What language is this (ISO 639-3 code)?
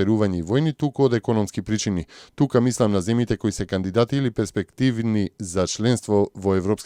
mkd